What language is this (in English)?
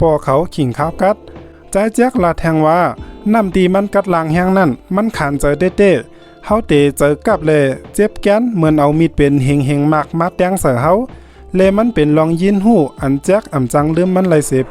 Shan